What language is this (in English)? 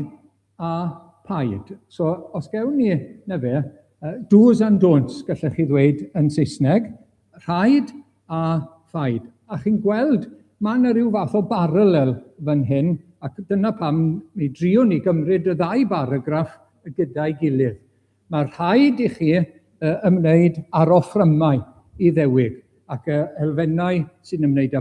Welsh